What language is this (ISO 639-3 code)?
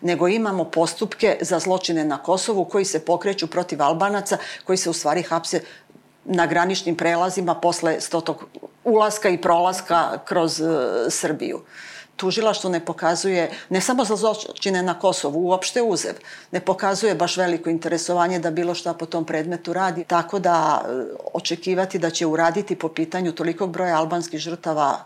srp